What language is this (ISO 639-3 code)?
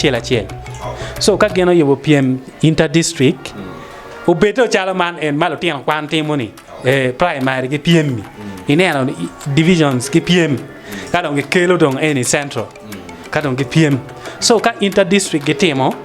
ach